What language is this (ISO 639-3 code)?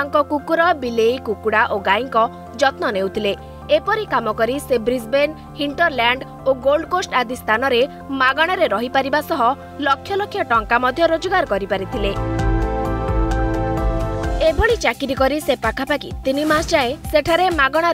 ori